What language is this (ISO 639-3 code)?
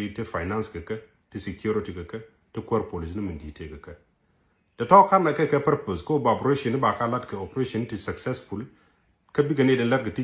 nus